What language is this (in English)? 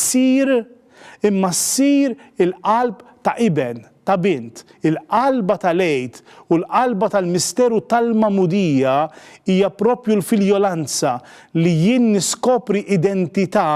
Maltese